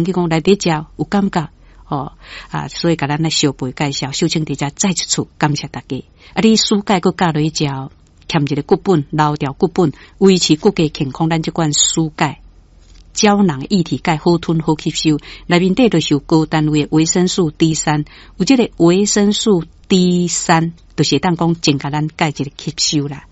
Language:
Min Nan Chinese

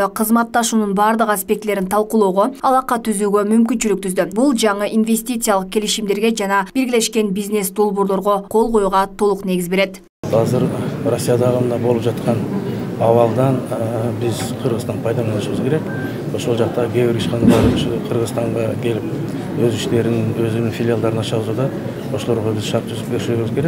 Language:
Kyrgyz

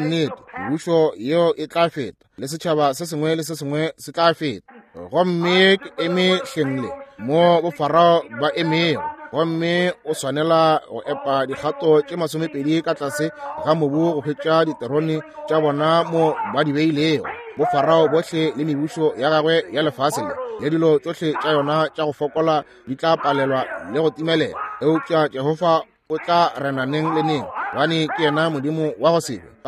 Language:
Northern Sotho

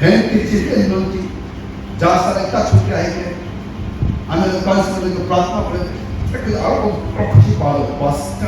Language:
Chokri Naga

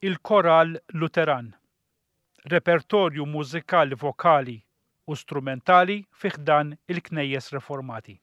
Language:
Maltese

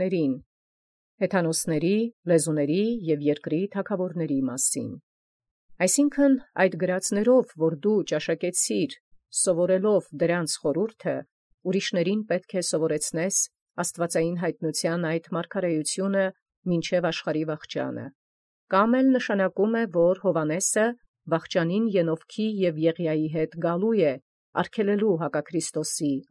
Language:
Armenian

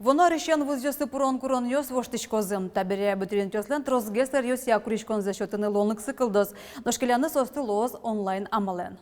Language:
Udmurt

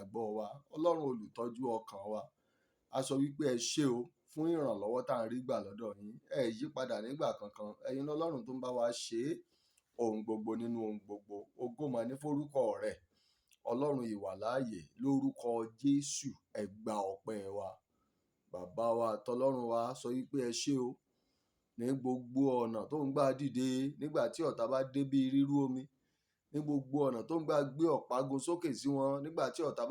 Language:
Yoruba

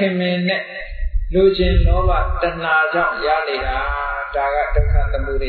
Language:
Burmese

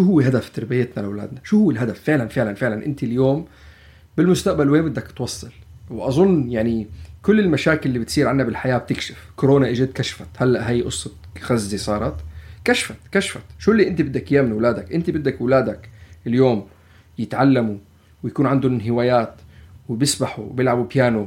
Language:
North Levantine Arabic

